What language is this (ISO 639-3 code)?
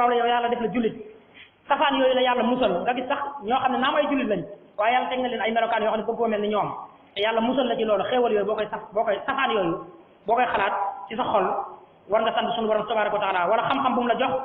wol